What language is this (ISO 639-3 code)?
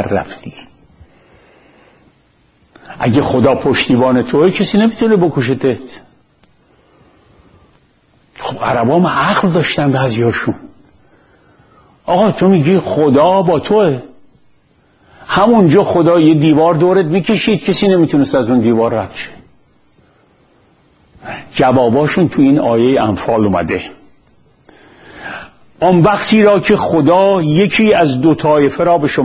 fas